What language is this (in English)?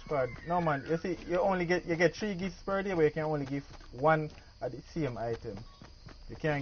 Jamaican Creole English